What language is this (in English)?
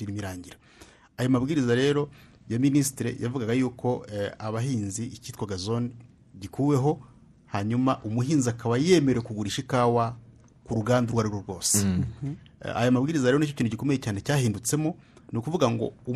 Kinyarwanda